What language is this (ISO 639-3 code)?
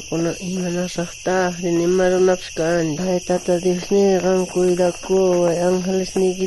quh